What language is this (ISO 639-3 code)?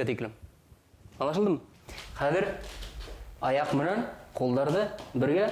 bak